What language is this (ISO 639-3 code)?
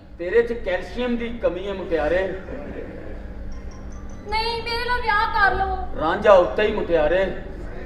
pan